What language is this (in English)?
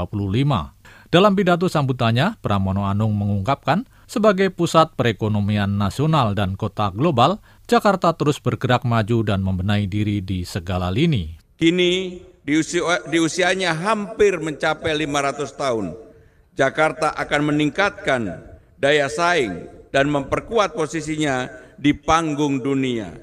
Indonesian